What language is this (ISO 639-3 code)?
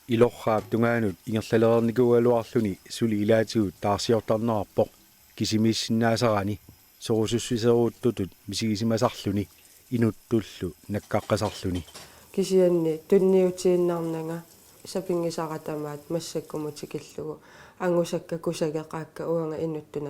kal